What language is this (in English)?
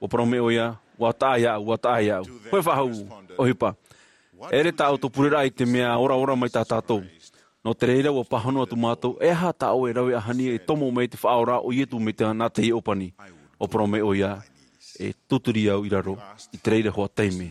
Tahitian